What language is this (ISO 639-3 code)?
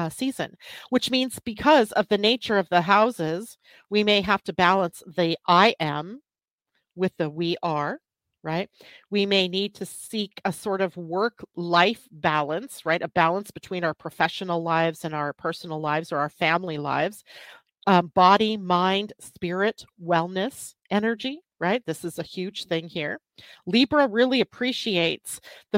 eng